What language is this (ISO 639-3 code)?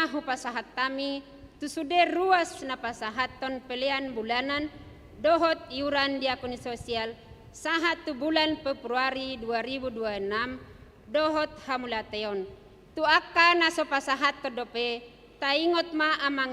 bbc